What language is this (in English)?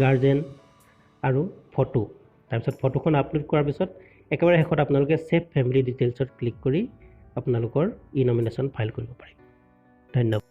Assamese